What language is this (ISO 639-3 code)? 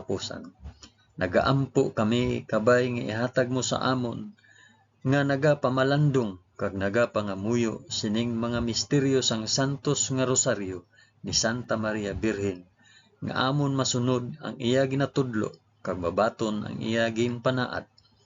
hil